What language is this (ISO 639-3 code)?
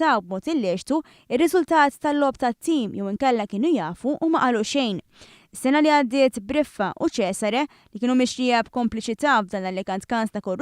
mlt